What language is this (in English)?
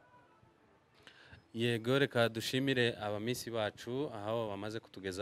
Kinyarwanda